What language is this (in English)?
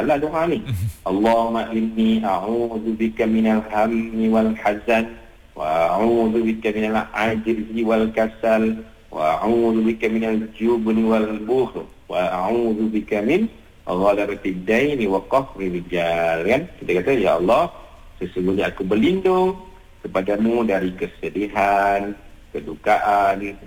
Malay